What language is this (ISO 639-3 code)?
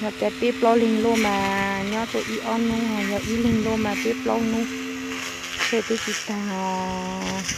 hmn